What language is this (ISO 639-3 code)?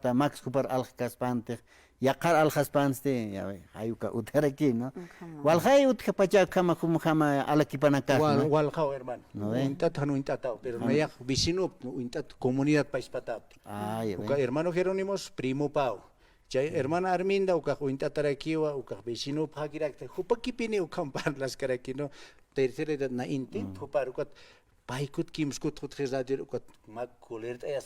aym